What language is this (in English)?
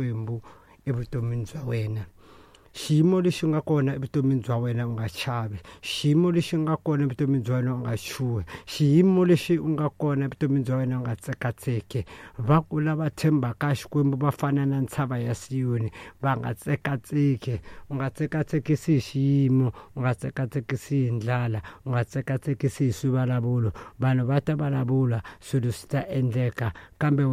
Tsonga